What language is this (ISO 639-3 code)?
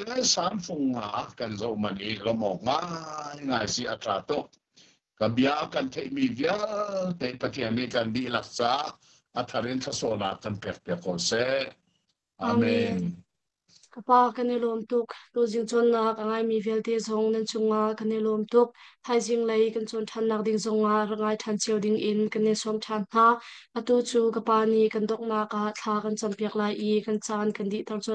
cnh